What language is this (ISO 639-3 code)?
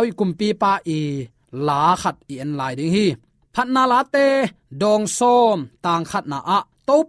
ctd